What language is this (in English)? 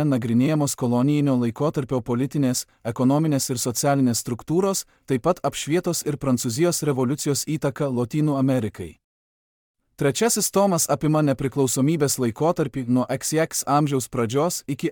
Lithuanian